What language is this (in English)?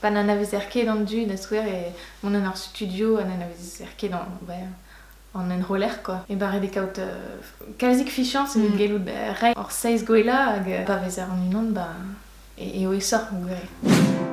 Breton